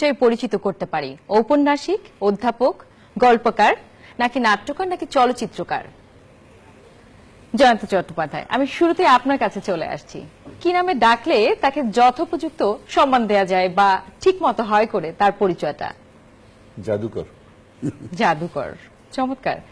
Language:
Bangla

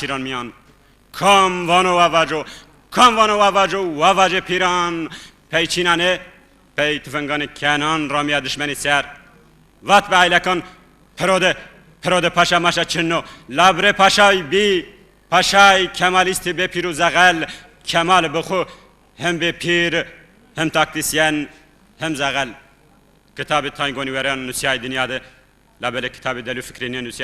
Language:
Kurdish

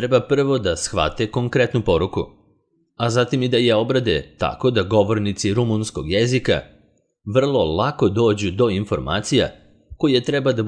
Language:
Serbian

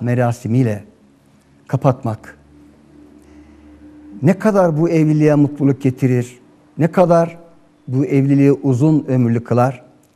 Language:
Turkish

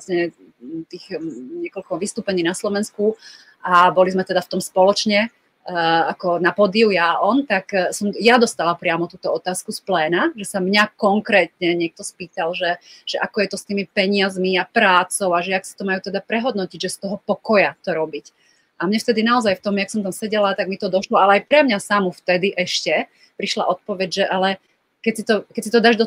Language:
Slovak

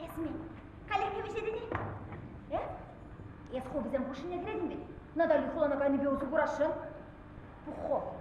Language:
Chuvash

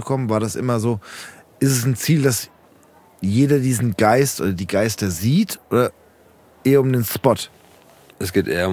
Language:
German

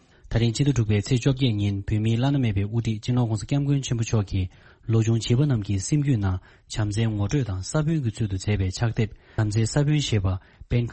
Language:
Tibetan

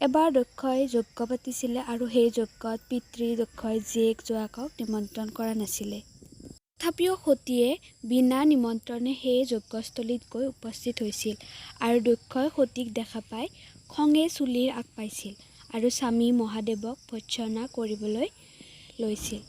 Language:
Assamese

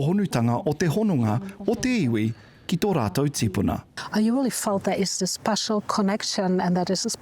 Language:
Māori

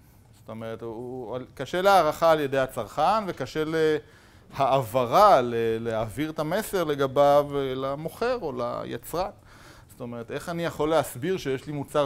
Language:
Hebrew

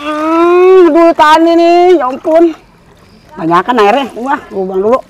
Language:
Betawi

